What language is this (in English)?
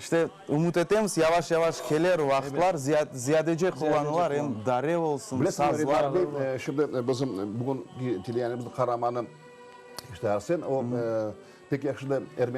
Crimean Tatar